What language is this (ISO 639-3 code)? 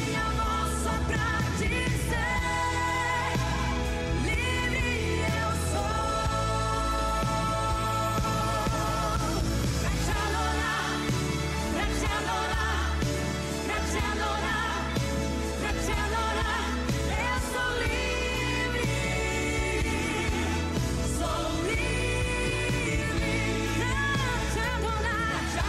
por